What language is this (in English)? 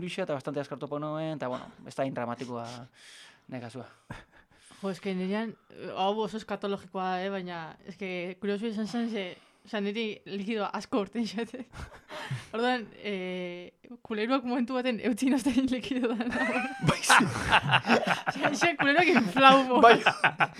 Basque